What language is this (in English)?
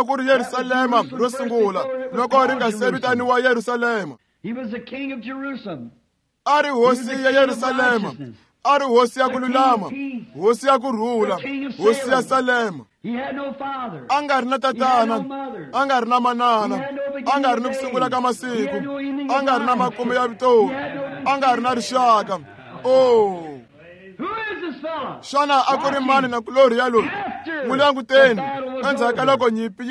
Tsonga